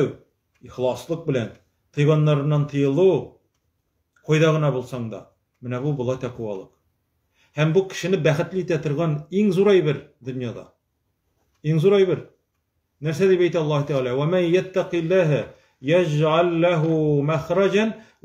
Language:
Tatar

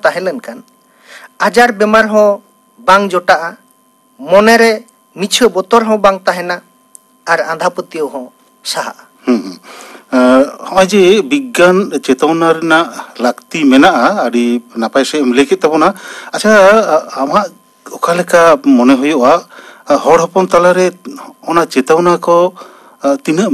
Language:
Santali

